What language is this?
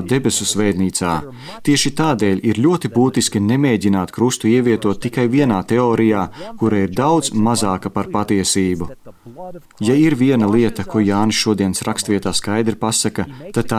Latvian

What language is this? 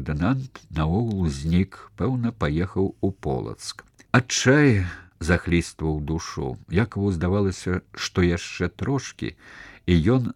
Belarusian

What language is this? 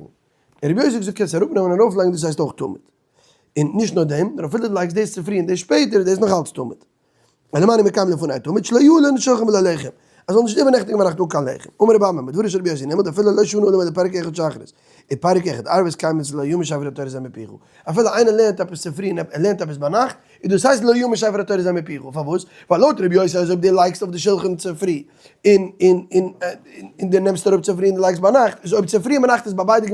Yiddish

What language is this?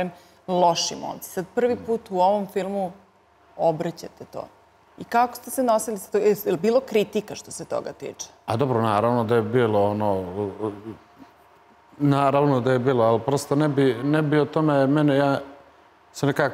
Serbian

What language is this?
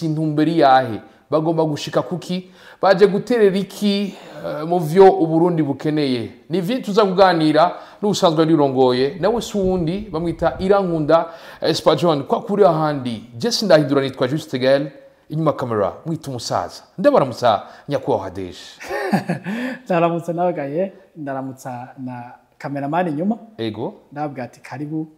Rundi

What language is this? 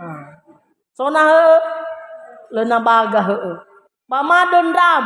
Nias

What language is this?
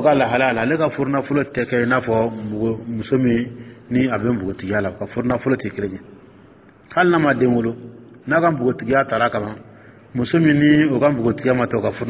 Dyula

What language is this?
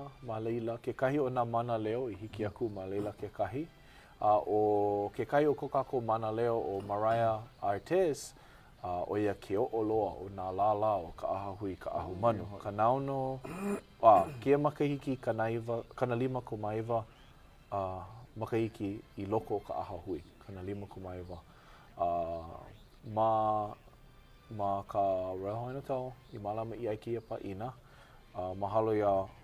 Hawaiian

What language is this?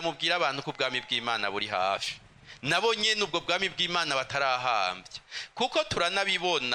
Rundi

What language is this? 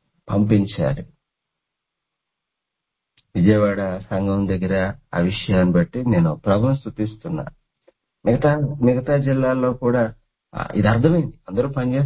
Telugu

